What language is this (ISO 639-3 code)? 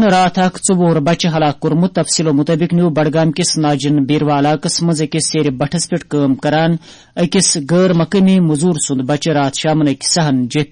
kas